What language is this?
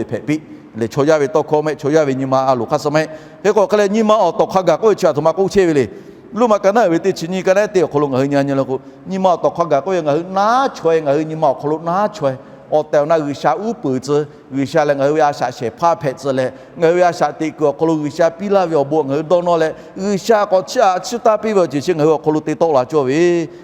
Lahu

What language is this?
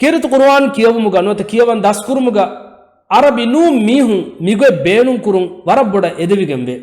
Divehi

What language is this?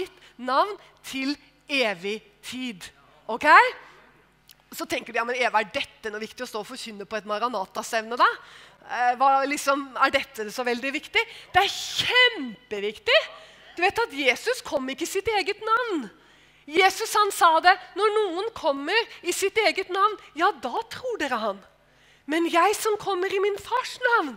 Norwegian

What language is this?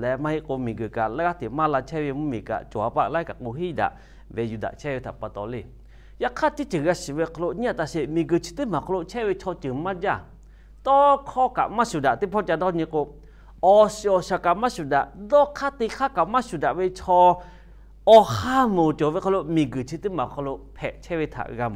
Lahu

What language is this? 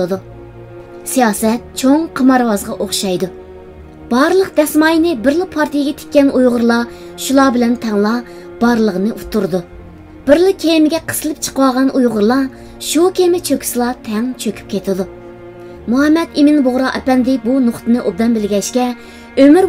Uyghur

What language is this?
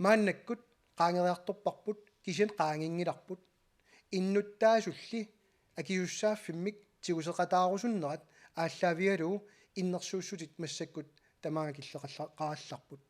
Kalaallisut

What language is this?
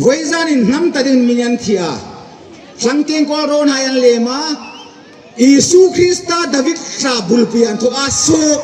Hmar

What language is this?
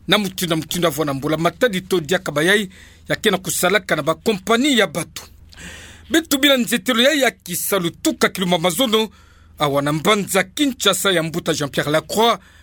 Kituba (Democratic Republic of Congo)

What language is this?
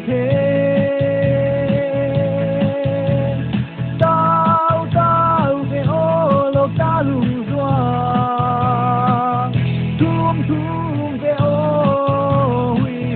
Paite Chin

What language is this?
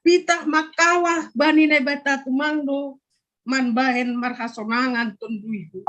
Batak Simalungun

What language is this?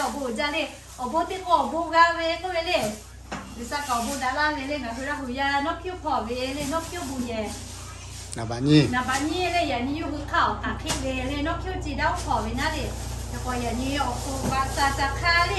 Lahu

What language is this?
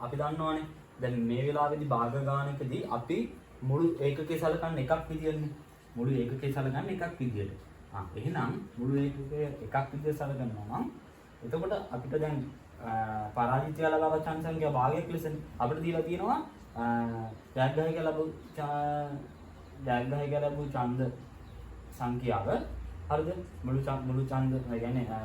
Sinhala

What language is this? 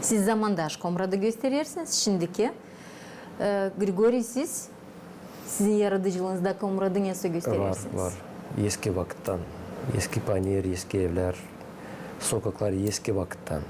Gagauz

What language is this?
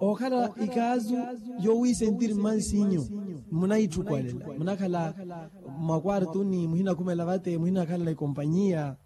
Makhuwa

